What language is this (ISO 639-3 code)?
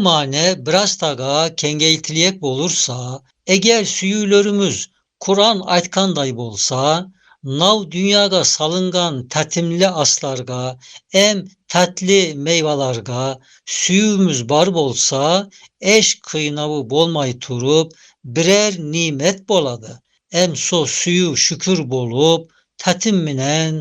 tat